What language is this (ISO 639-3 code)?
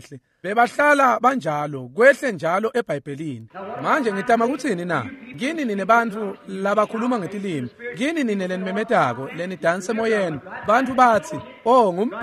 ssw